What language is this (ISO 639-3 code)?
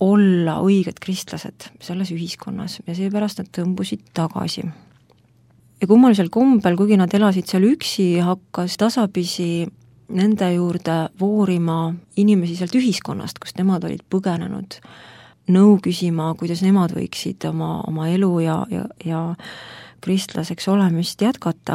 est